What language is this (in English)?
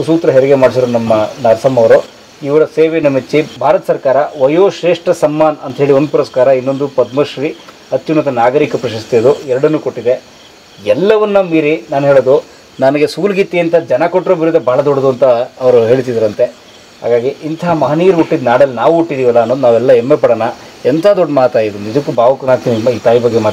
Kannada